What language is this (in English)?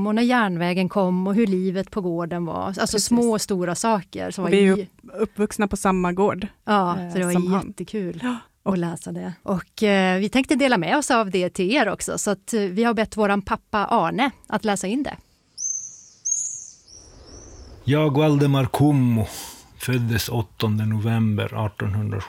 Swedish